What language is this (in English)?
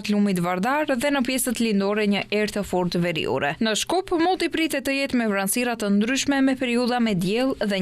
Albanian